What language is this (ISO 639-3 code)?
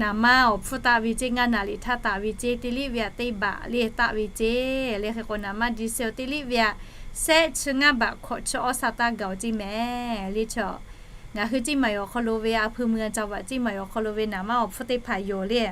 lhu